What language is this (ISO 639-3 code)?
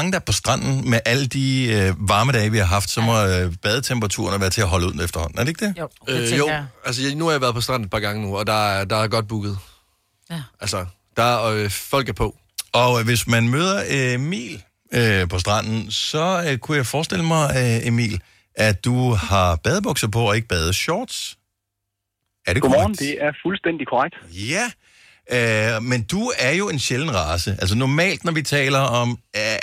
dan